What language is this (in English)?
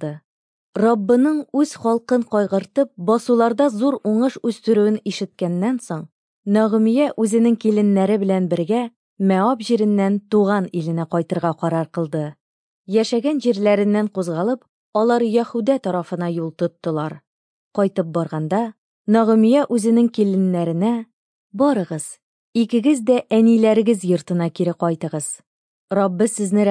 Tatar